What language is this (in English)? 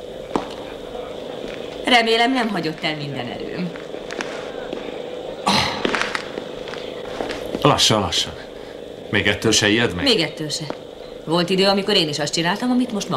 Hungarian